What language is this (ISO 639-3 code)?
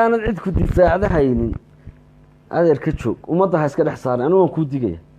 som